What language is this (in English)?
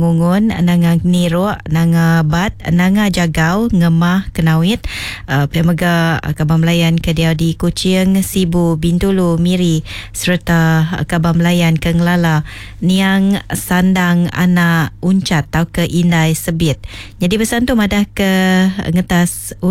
Iban